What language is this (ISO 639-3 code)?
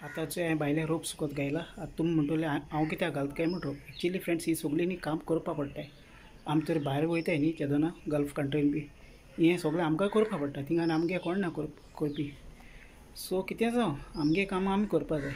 kok